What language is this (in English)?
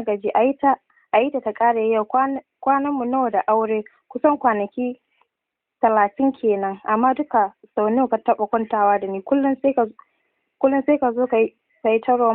Hausa